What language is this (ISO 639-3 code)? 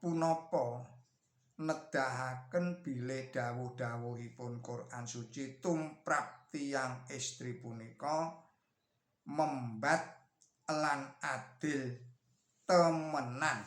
jav